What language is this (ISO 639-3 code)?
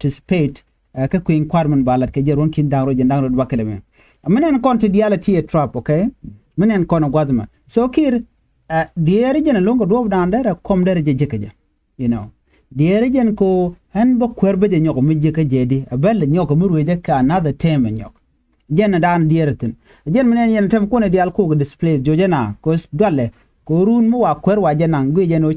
nus